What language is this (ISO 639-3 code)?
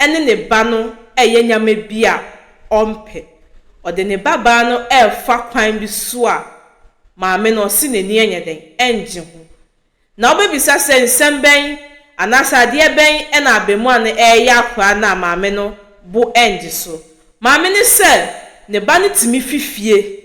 aka